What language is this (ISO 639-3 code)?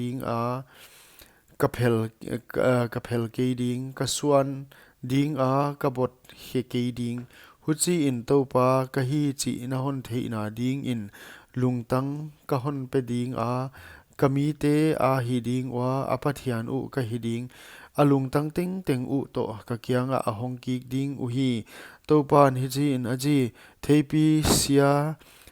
pck